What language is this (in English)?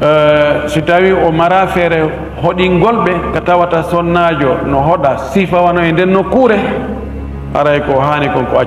Fula